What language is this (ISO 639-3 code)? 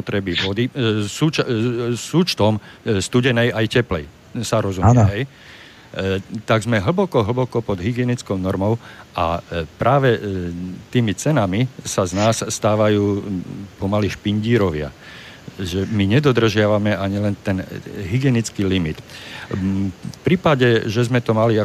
slk